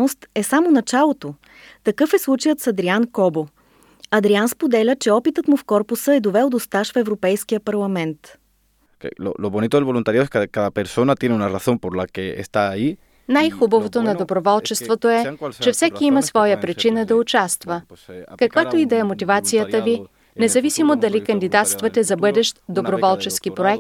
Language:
Bulgarian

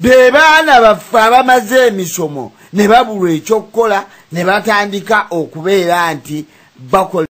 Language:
Ganda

